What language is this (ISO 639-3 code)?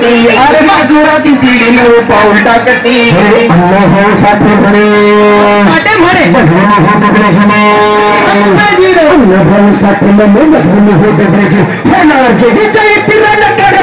mar